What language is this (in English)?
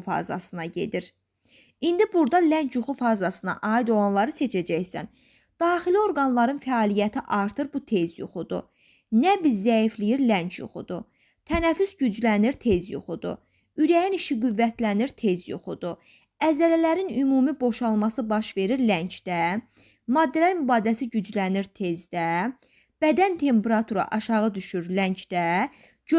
Azerbaijani